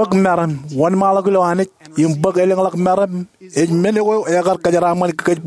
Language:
Marshallese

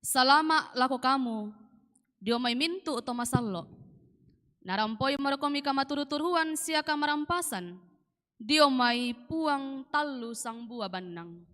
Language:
Toraja-Sa'dan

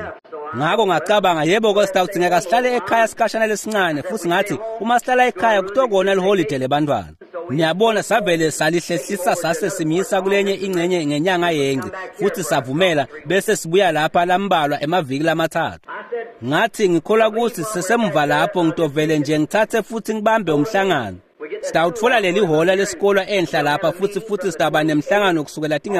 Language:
Swati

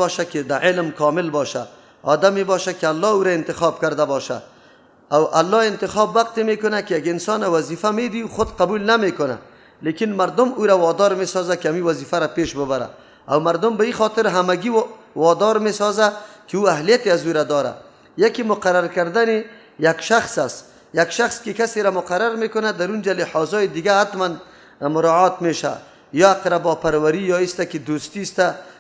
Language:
Persian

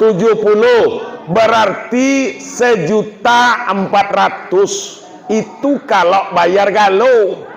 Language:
Minangkabau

